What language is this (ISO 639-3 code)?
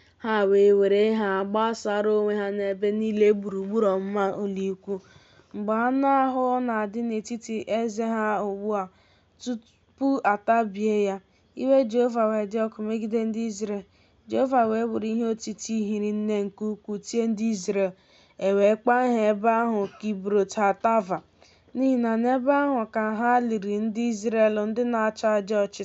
ibo